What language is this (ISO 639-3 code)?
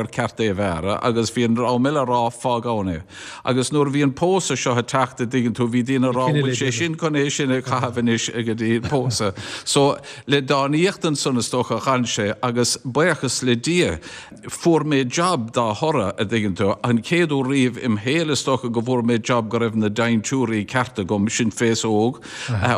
gle